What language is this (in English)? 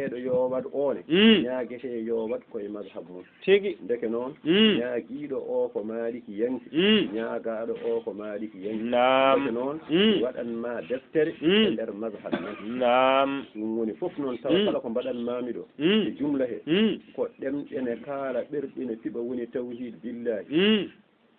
Fula